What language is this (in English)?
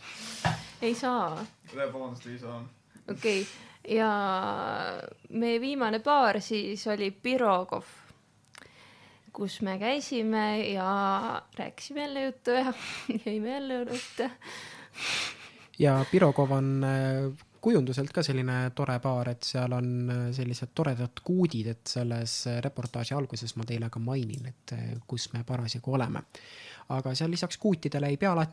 Estonian